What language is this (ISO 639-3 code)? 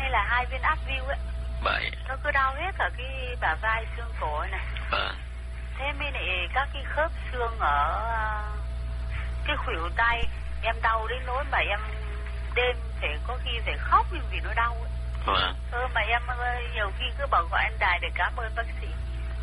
vie